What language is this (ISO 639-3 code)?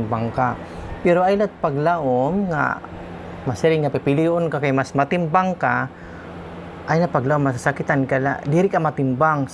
war